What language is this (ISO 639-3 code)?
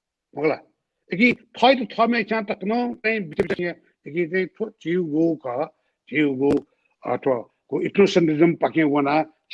new